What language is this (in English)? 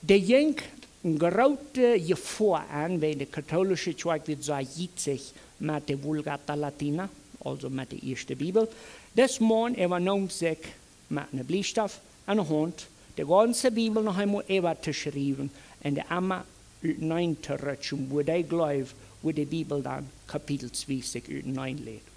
Plautdietsch